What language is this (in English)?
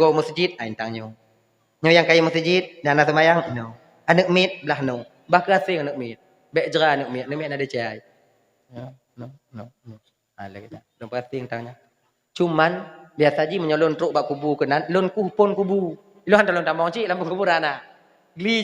Achinese